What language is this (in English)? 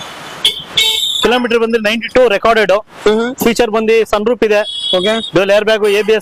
Kannada